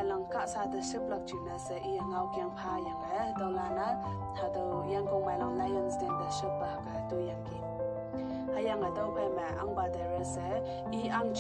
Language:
Konyak Naga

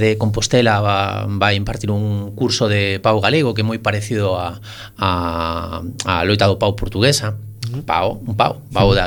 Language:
Galician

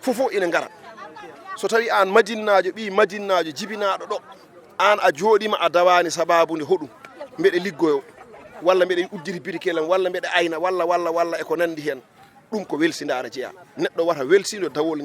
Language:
Fula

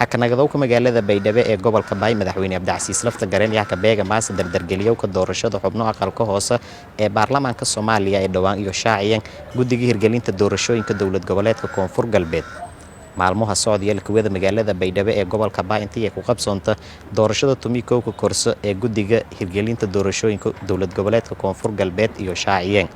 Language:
Somali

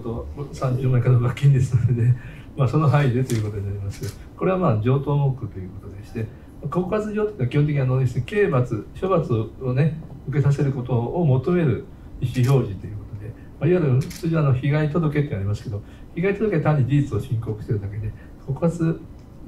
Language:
Japanese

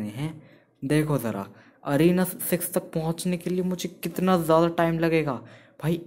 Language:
Hindi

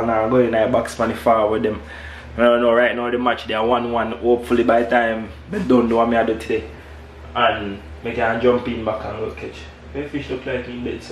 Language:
Jamaican Creole English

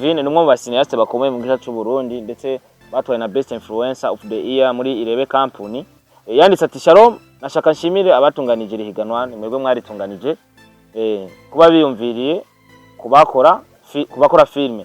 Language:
Rundi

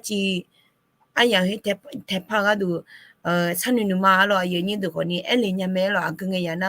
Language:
Akha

